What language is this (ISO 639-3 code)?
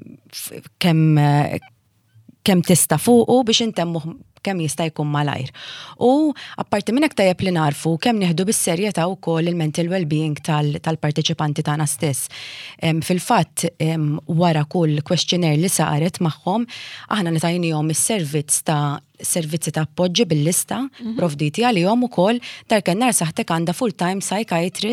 mlt